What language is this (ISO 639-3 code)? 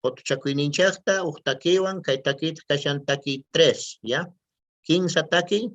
que